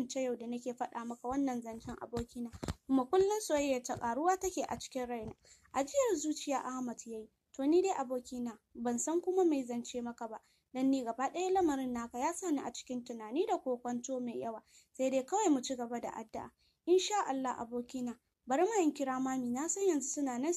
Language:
Hausa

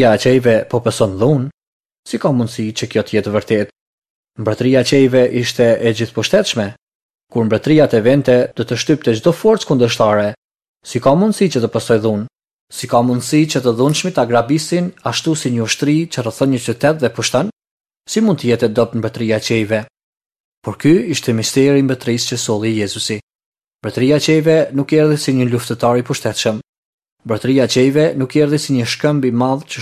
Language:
Albanian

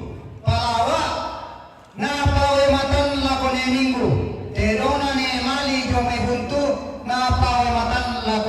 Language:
Toraja-Sa'dan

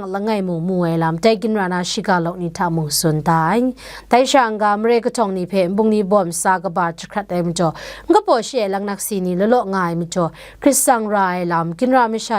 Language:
Kachin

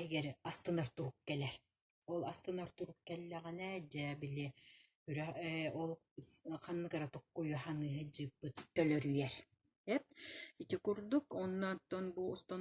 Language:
Yakut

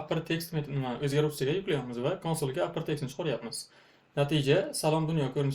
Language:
Uzbek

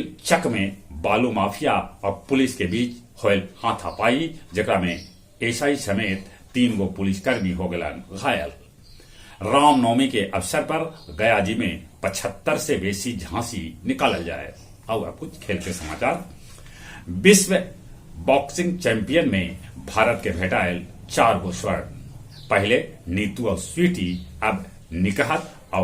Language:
Magahi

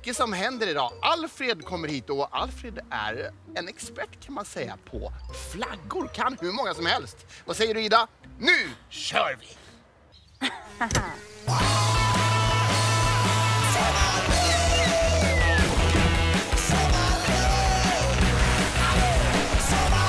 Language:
Swedish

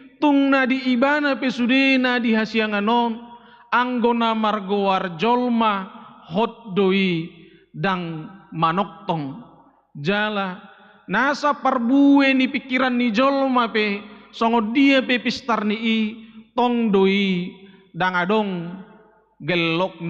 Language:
Batak Toba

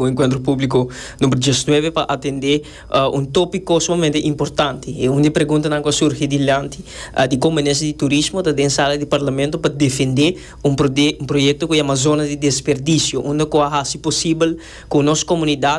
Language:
Papiamento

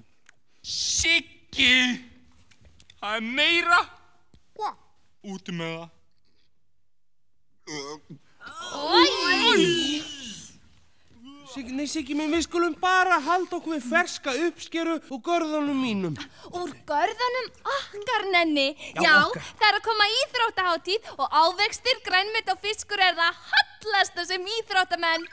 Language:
Icelandic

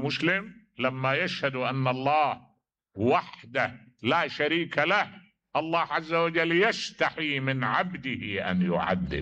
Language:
Mesopotamian Arabic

